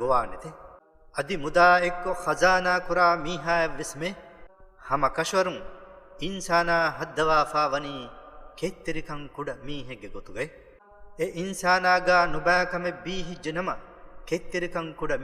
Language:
Divehi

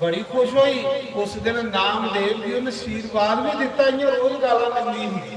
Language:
Dogri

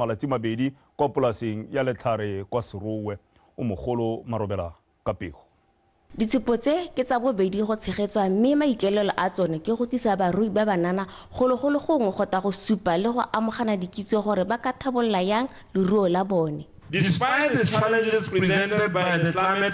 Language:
Tswana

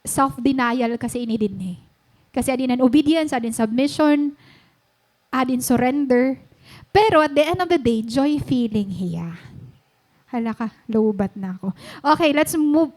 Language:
Waray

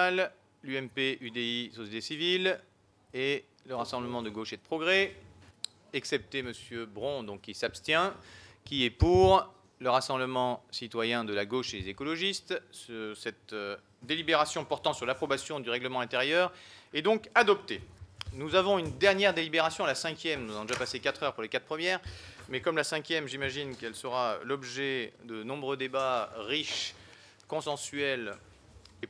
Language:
French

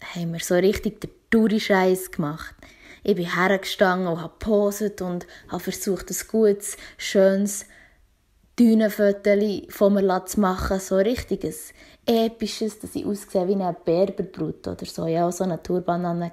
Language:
Swiss German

